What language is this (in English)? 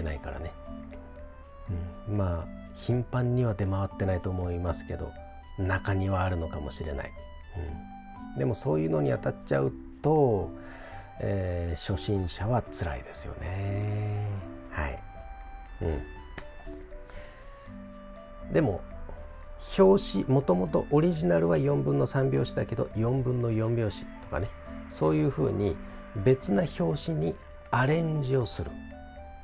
Japanese